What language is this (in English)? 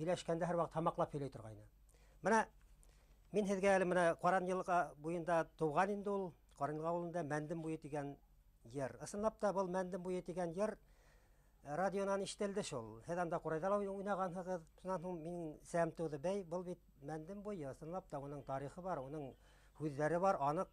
Bashkir